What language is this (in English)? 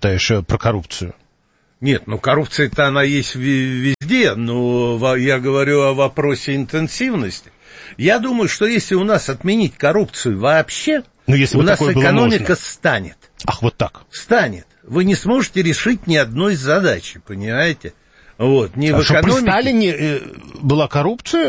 Russian